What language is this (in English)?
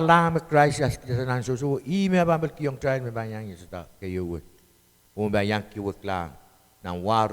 Pohnpeian